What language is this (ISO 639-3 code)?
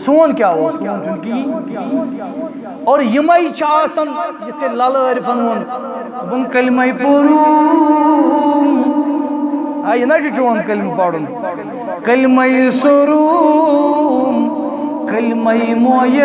kas